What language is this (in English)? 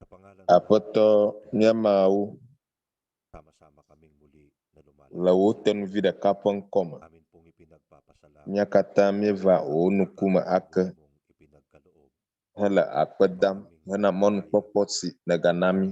Ewe